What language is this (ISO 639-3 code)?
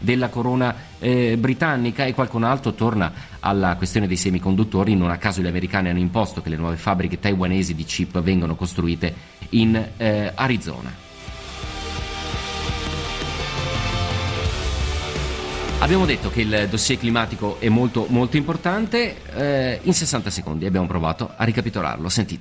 ita